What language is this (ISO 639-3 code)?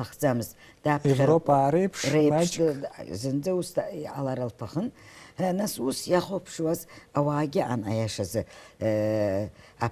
abk